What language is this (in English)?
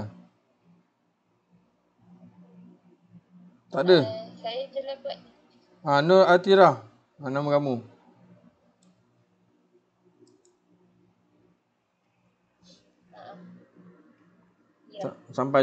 Malay